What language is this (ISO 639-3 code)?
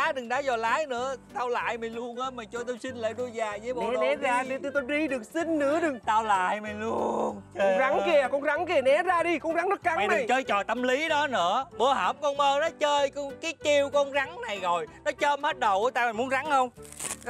vie